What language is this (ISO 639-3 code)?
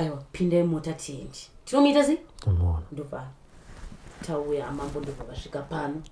sna